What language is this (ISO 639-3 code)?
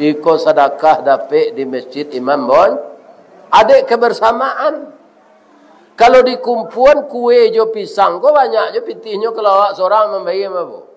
min